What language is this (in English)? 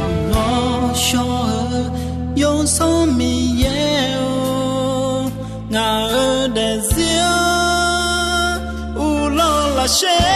Akha